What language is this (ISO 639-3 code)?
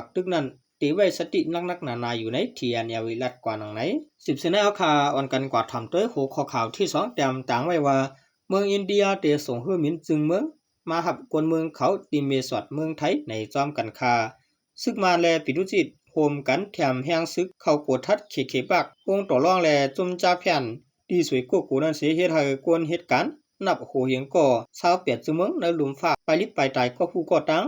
shn